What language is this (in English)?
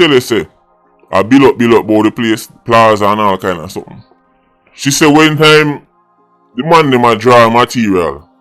Jamaican Creole English